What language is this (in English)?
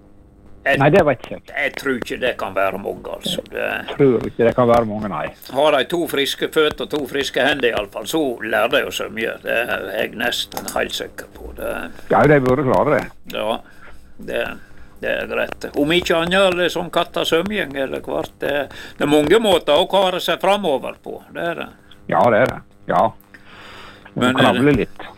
Norwegian